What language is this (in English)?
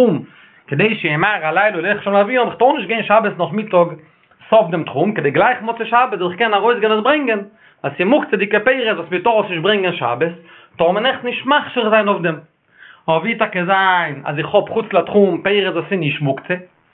Yiddish